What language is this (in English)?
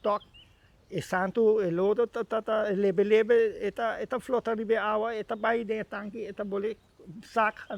Papiamento